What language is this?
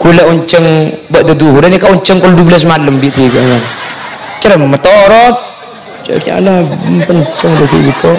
Madurese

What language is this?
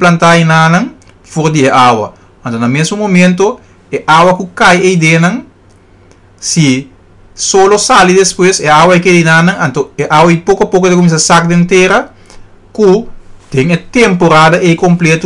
Papiamento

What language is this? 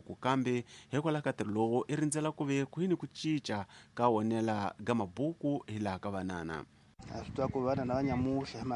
Tsonga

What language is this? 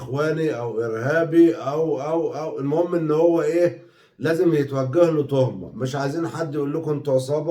Egyptian Arabic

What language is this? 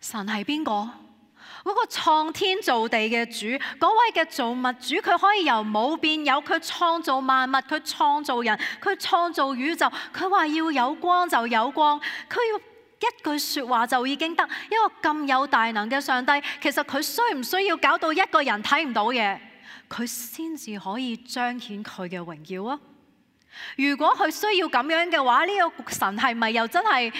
Cantonese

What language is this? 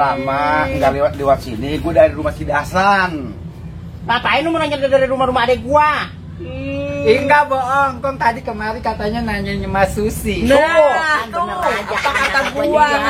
Betawi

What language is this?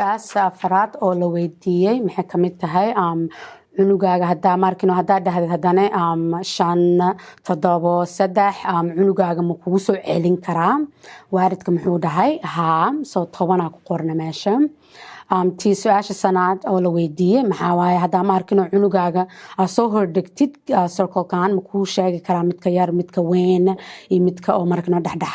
Somali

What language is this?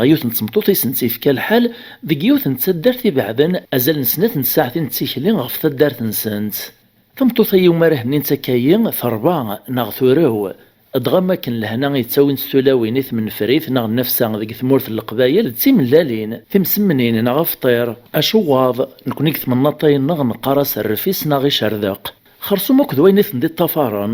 Kabyle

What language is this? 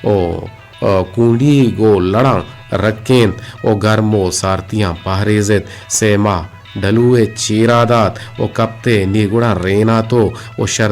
Eastern Balochi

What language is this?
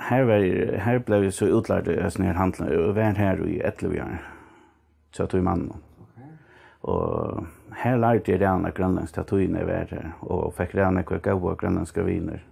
Faroese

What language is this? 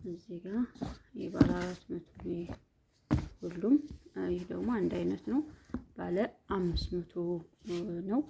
Amharic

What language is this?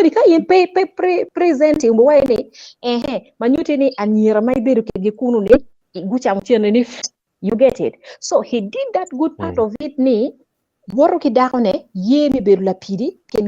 Acoli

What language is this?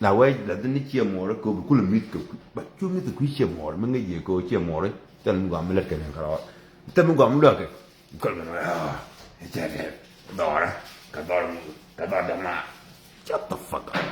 Nuer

